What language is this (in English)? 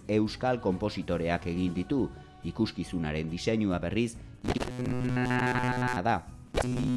Basque